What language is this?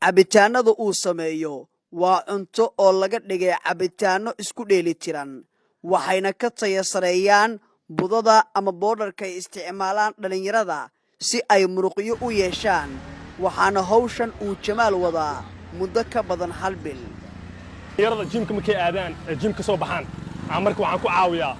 Somali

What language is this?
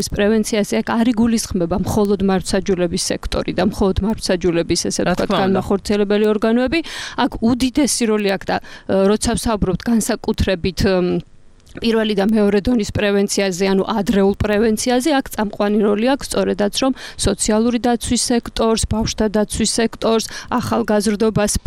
Georgian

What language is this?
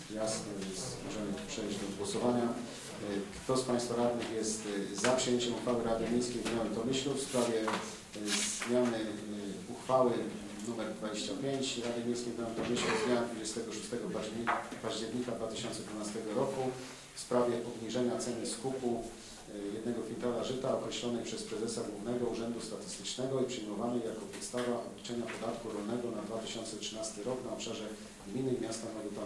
Polish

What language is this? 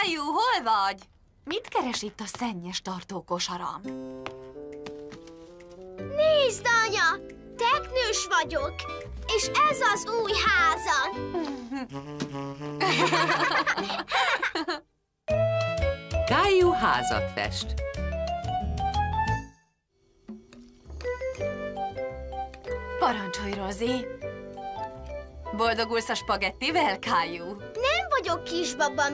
Hungarian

